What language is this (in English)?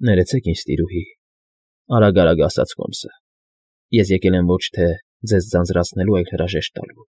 Armenian